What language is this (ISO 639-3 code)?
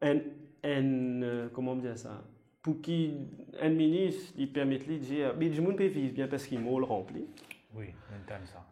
mfe